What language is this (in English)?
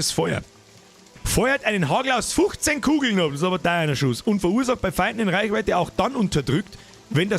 Bavarian